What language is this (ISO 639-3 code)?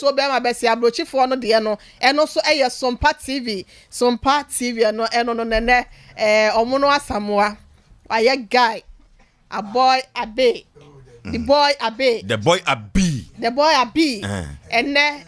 aka